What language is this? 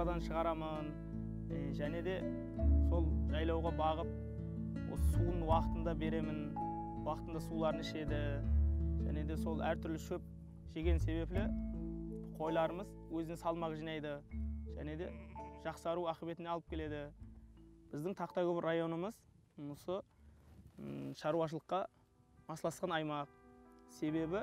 Kara-Kalpak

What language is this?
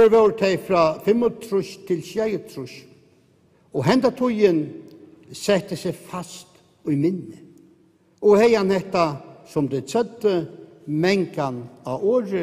Faroese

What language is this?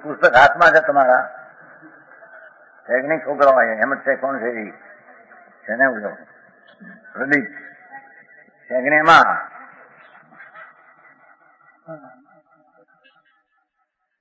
Gujarati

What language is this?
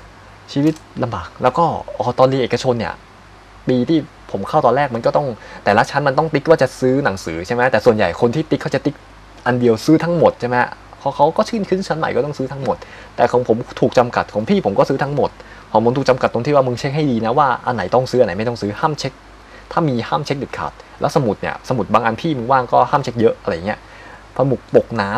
Thai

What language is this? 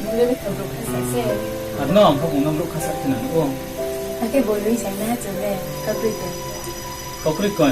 Riang (India)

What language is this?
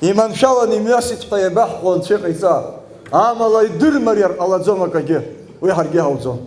Abkhazian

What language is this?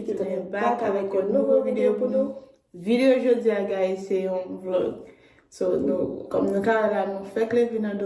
Haitian Creole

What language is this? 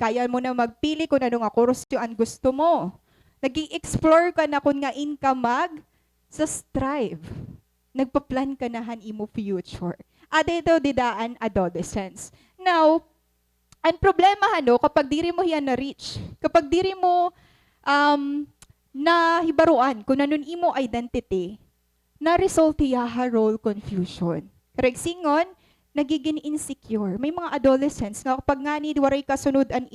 Waray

